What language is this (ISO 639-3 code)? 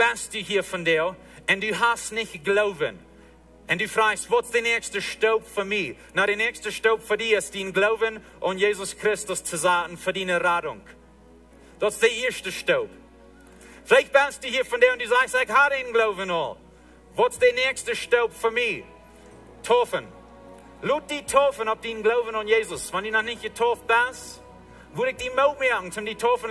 pdt